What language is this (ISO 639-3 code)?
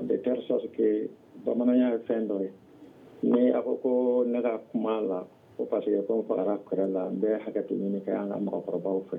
bam